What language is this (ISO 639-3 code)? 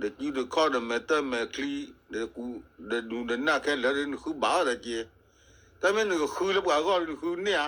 ksw